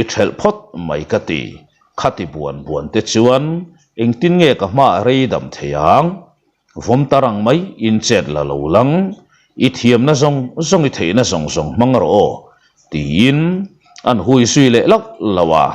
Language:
Mizo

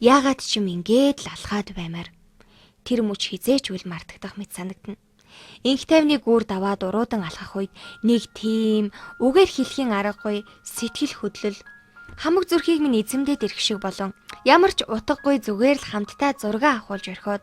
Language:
Mongolian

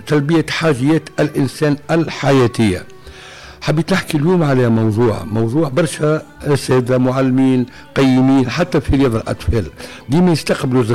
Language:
Tunisian Arabic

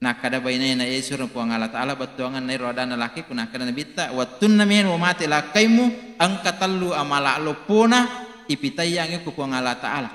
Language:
Buginese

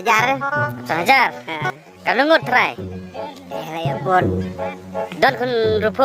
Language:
Khasi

